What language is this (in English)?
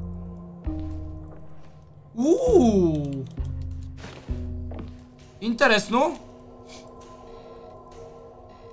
Bulgarian